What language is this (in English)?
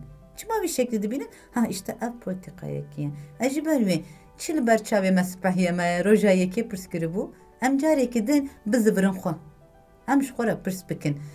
Kurdish